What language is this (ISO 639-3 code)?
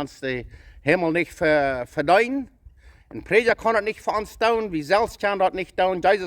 pdt